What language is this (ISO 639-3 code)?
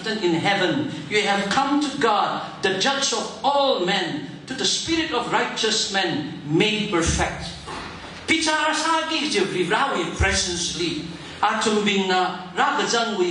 nmf